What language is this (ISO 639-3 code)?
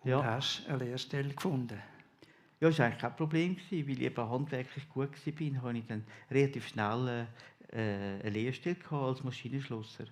gsw